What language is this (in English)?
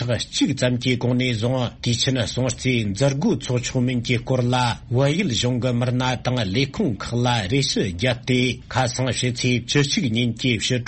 Tibetan